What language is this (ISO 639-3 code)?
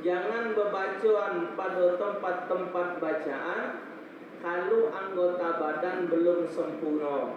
mui